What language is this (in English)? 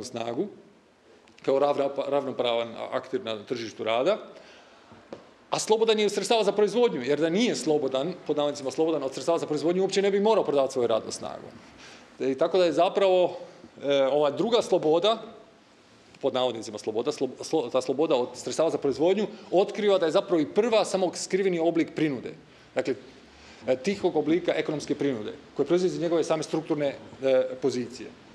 Croatian